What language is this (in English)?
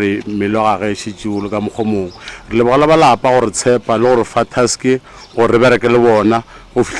Northern Sotho